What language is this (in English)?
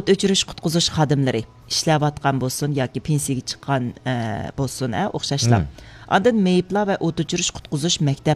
Uyghur